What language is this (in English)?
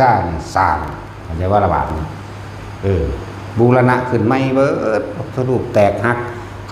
Northeastern Thai